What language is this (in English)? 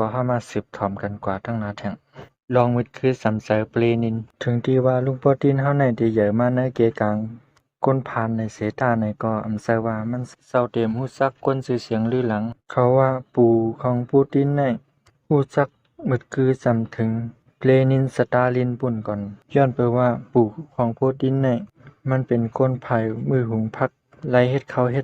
Shan